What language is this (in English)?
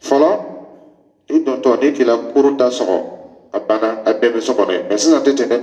Dyula